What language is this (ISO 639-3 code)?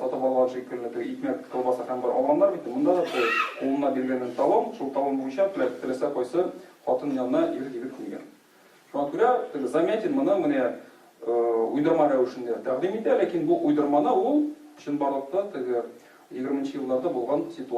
tat